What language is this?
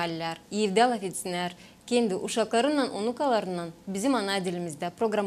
Gagauz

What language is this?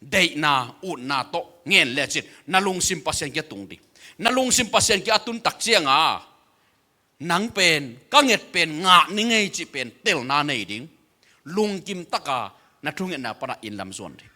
Tedim Chin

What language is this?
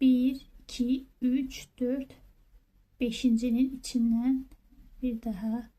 Azerbaijani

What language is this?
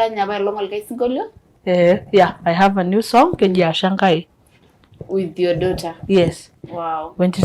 Masai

